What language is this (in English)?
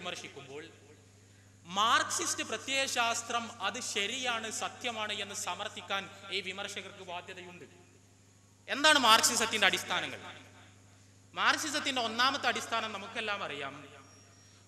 Malayalam